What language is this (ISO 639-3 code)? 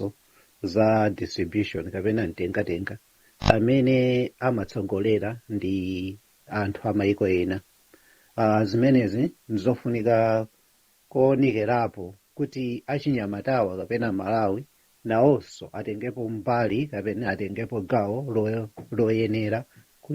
nya